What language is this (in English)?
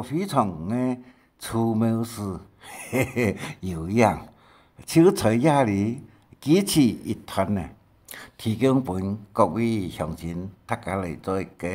Hakka Chinese